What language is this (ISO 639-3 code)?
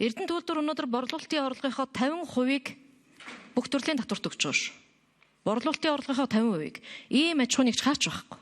mon